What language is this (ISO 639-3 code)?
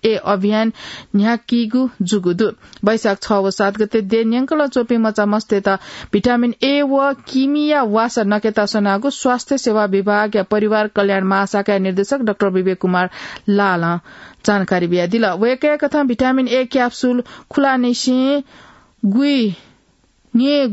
new